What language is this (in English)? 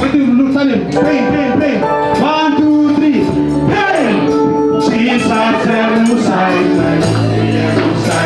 Tok Pisin